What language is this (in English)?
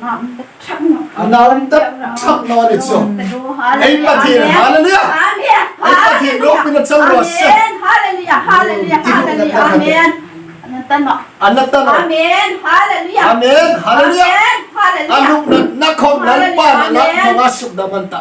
Hmar